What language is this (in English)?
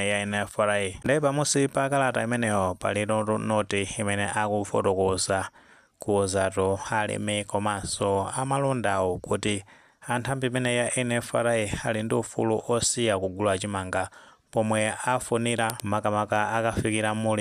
Nyanja